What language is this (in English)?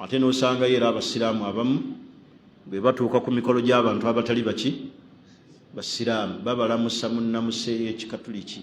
Ganda